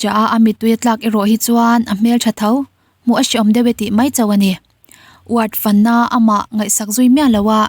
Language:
Mizo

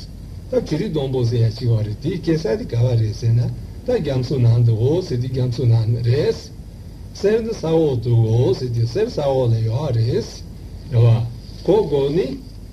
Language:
Tibetan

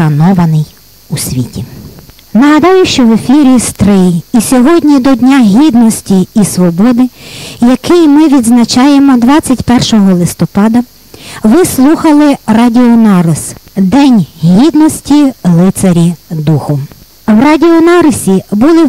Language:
Ukrainian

